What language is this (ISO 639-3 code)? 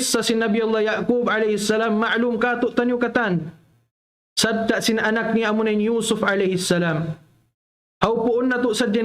tsg